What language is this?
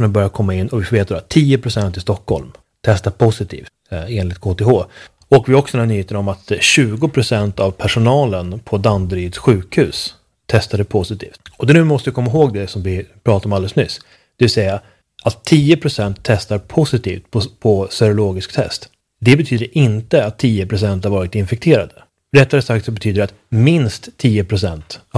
Swedish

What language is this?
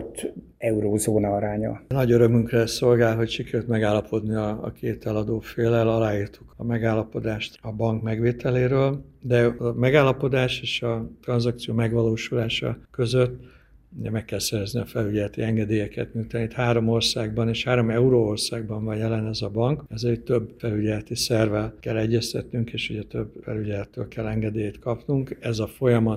Hungarian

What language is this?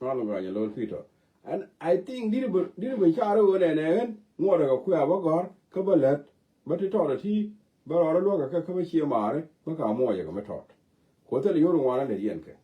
Nuer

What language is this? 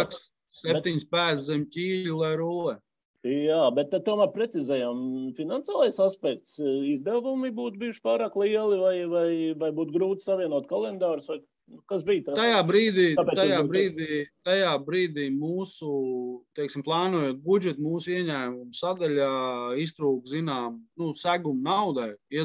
Latvian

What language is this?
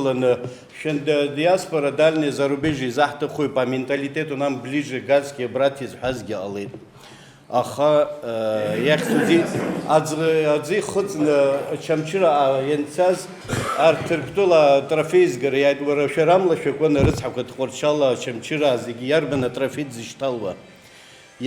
Abkhazian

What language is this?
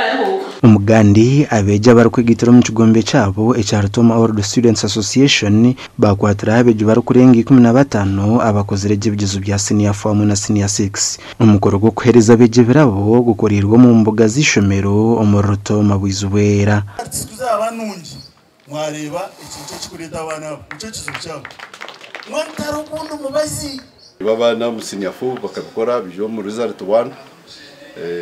Nyankole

